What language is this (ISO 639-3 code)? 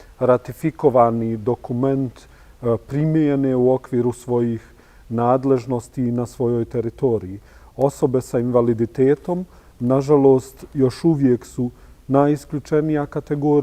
bos